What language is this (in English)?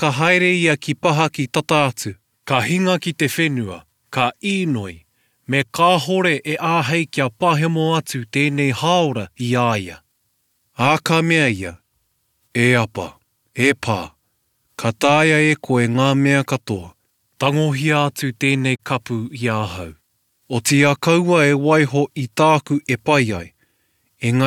Māori